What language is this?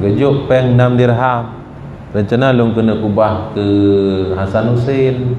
Achinese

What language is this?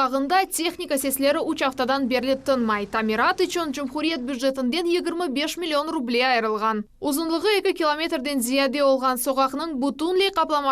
Crimean Tatar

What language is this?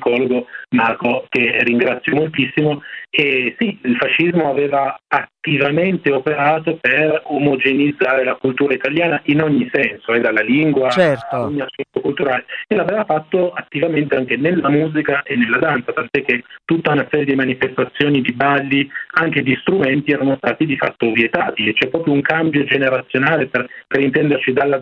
Italian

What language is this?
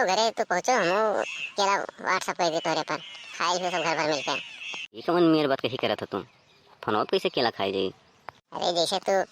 Awadhi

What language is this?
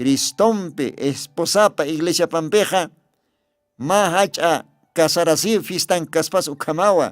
Aymara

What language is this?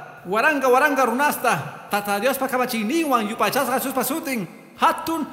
Quechua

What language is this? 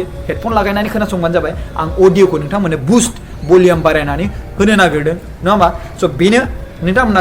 Bodo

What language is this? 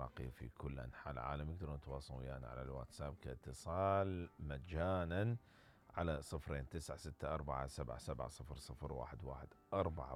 Mesopotamian Arabic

